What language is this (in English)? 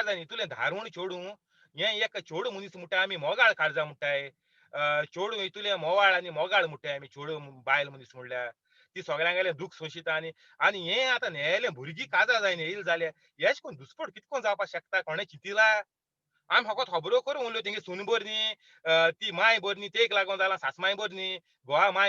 Konkani